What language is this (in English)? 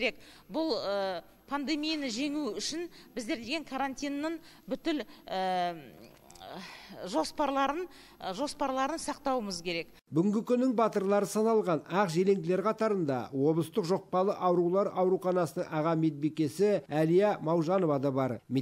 Kazakh